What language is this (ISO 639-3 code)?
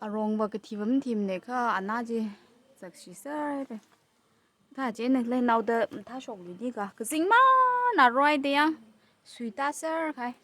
nmf